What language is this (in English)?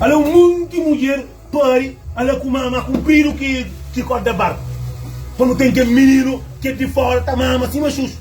Kabuverdianu